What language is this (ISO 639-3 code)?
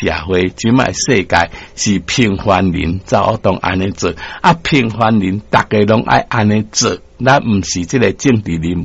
nan